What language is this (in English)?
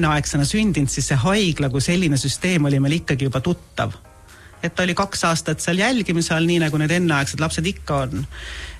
Estonian